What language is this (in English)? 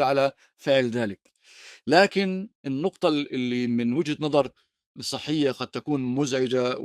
North Levantine Arabic